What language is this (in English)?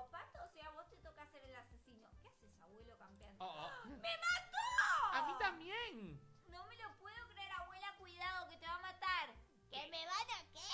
Spanish